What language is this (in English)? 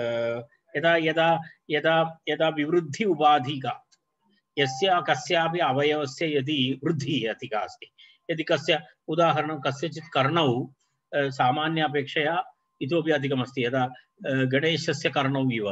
Sanskrit